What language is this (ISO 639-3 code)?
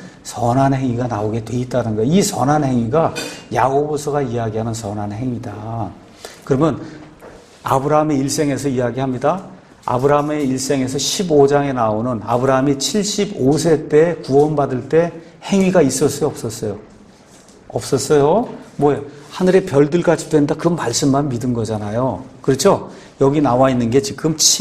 kor